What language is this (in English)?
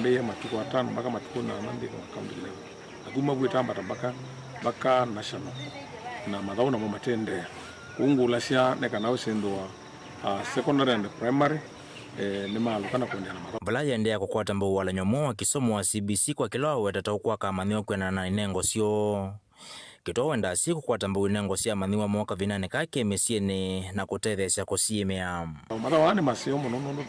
Kamba